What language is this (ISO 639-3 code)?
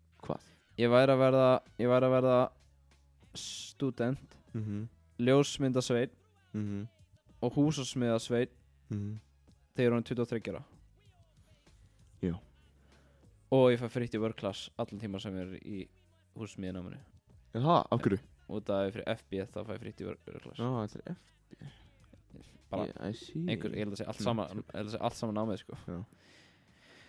isl